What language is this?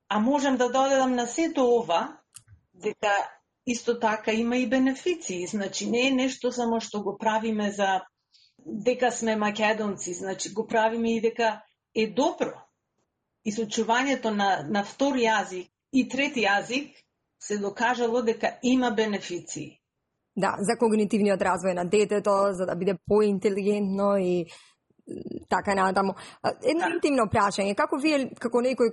Macedonian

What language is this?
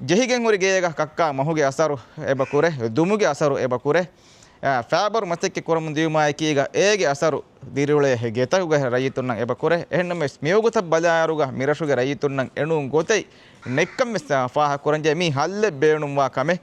Divehi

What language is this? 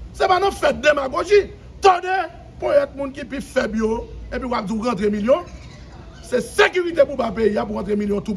Haitian Creole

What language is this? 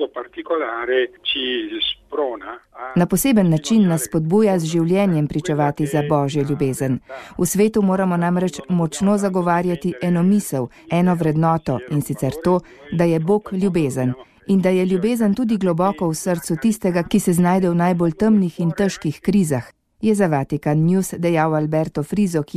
Slovenian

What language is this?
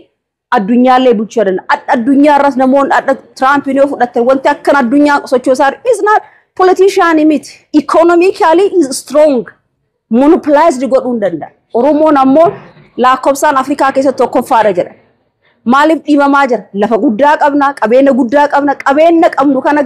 Oromo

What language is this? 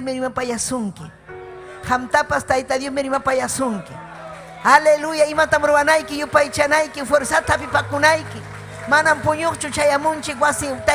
Ayacucho Quechua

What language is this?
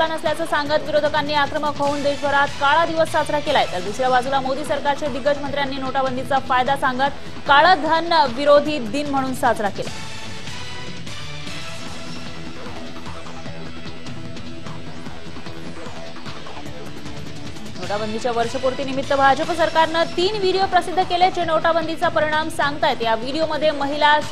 Marathi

